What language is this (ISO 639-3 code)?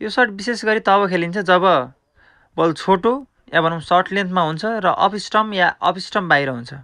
nep